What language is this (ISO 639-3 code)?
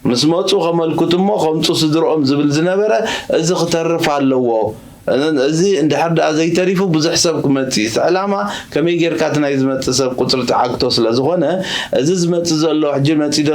tir